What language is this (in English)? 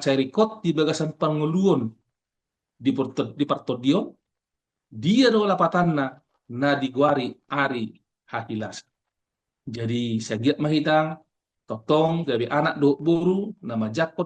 Batak Toba